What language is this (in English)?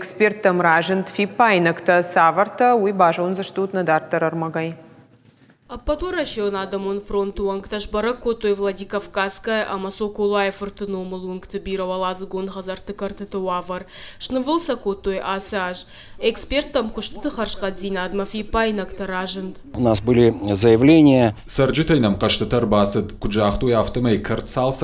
Ossetic